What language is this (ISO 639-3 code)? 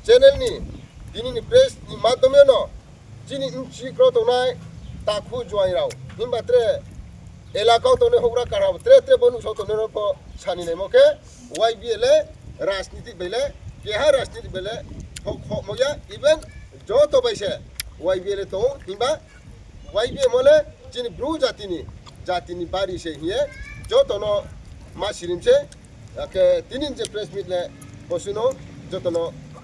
ria